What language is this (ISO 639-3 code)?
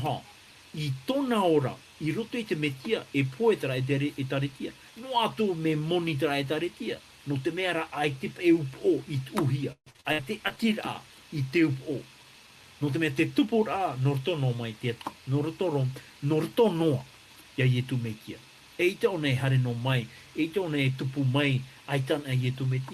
tah